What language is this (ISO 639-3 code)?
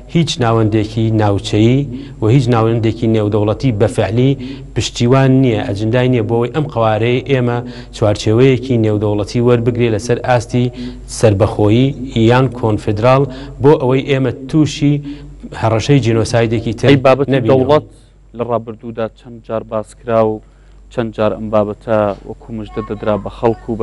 ckb